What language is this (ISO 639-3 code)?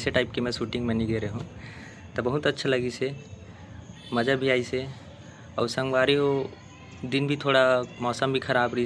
hne